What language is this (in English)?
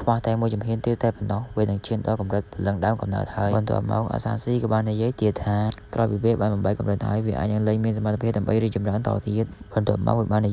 Khmer